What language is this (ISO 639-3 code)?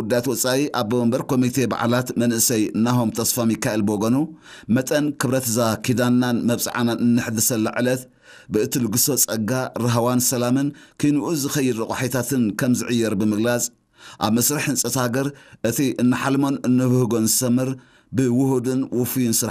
tir